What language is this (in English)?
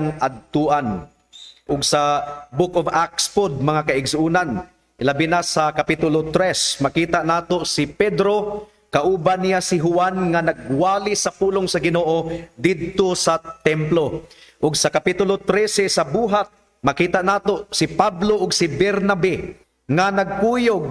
Cebuano